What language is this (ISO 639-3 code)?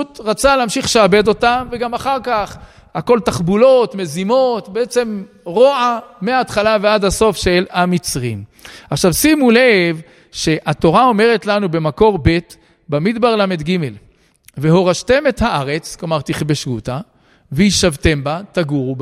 heb